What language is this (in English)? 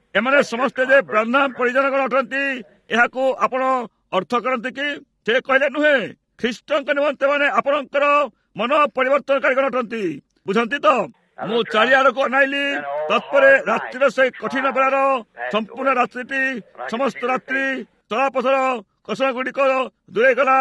Odia